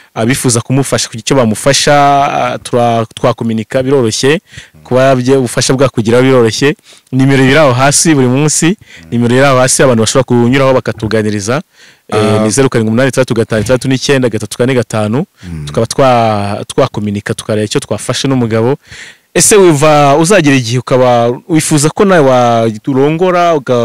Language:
Kinyarwanda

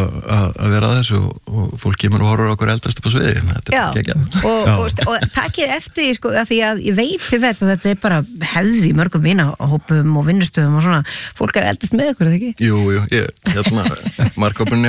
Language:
Icelandic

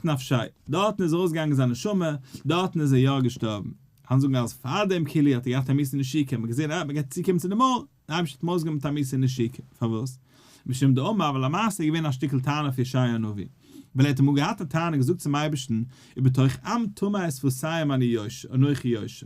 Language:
Yiddish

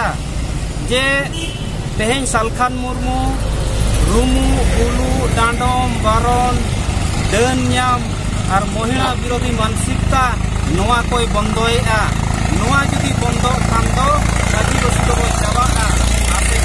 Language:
Santali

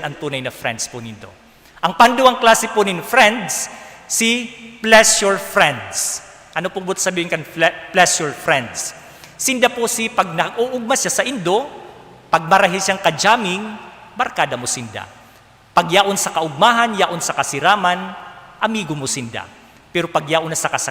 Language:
Bikol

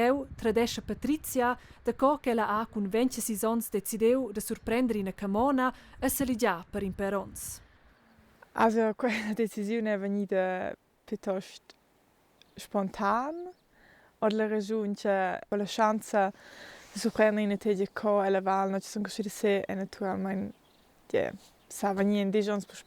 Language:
Romansh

